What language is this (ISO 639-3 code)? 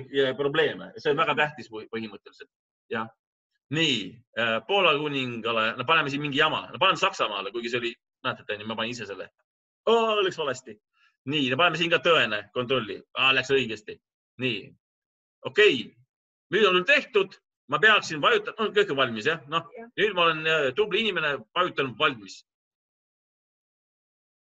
est